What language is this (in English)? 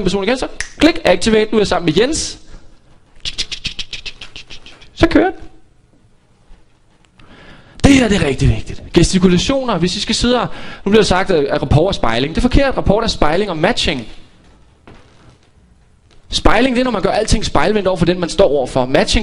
Danish